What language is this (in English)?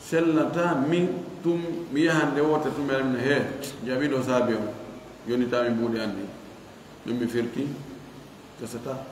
Fula